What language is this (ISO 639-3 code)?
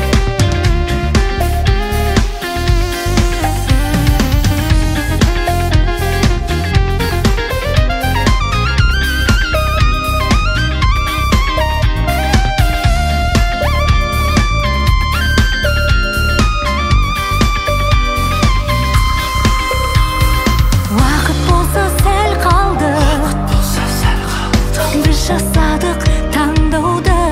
kaz